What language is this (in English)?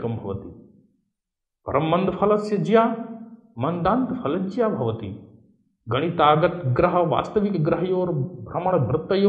Sanskrit